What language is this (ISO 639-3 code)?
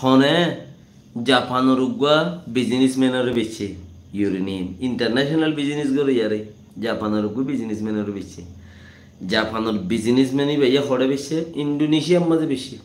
rhg